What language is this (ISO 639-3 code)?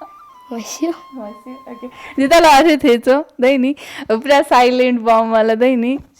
new